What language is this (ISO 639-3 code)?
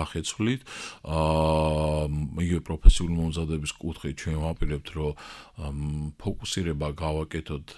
kat